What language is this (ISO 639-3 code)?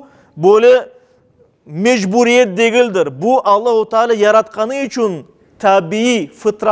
crh